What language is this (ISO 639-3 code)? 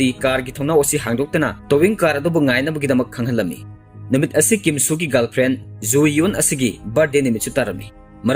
mni